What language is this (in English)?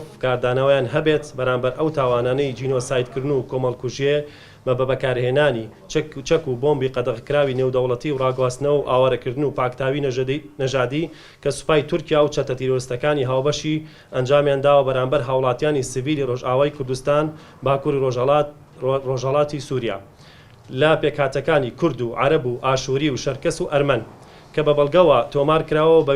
Central Kurdish